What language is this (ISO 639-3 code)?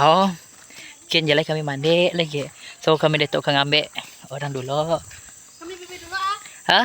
iba